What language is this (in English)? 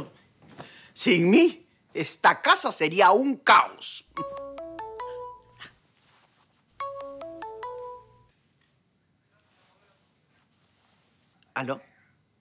Spanish